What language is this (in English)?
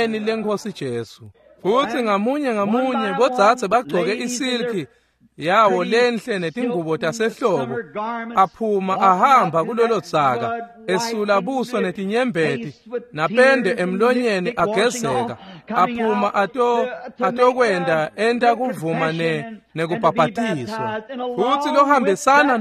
Swati